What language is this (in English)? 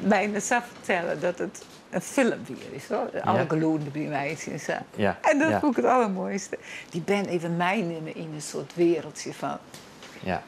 Western Frisian